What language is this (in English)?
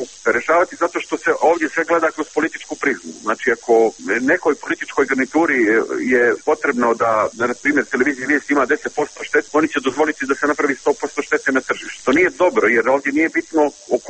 Serbian